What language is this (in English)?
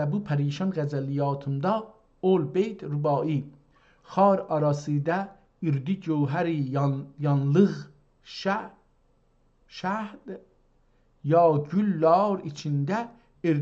South Azerbaijani